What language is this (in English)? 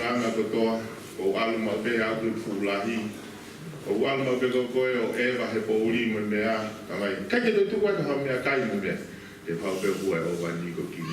Tongan